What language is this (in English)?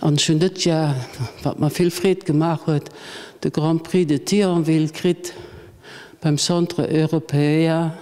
Luxembourgish